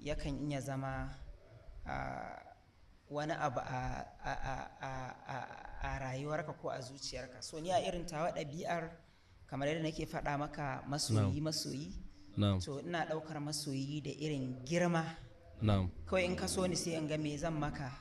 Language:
Hausa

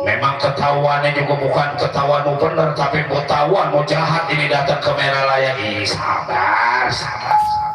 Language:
Betawi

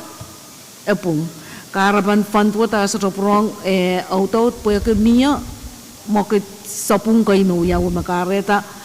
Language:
Pohnpeian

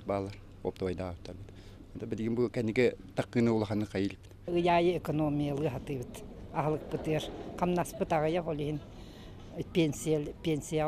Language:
Yakut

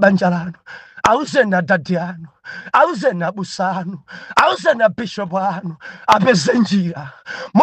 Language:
Nyanja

